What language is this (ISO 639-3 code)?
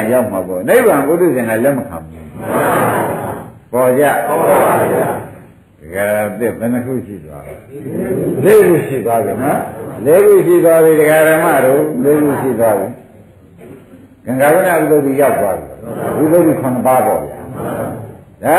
mya